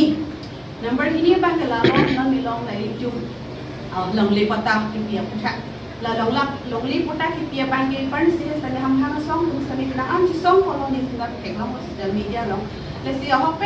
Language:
Karbi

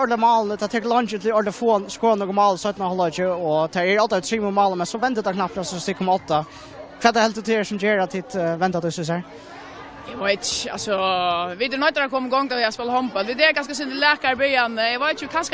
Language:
Faroese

